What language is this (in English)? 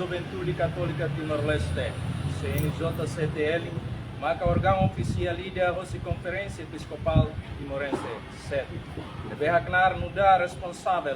Tetum